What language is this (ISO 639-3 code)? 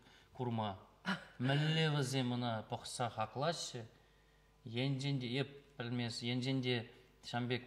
chv